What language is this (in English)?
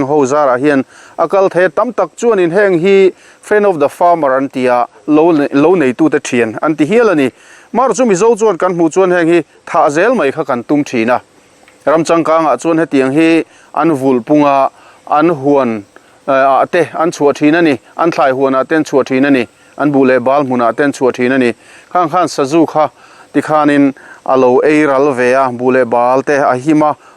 Mizo